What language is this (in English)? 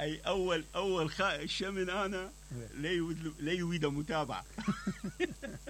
Mesopotamian Arabic